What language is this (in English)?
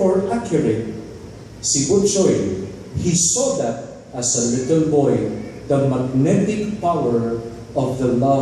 Cebuano